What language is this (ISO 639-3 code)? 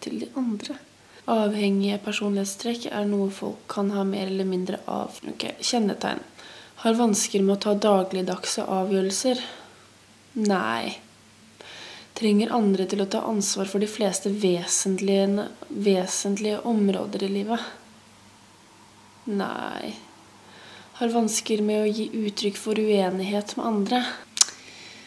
nor